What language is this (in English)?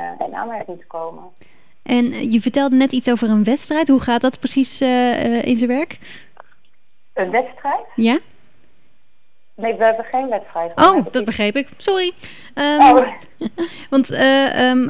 Dutch